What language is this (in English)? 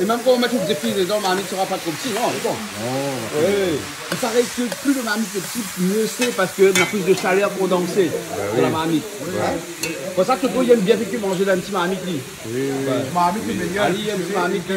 Réunion Creole French